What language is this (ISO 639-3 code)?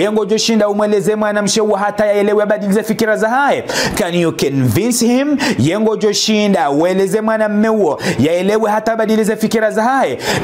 zdj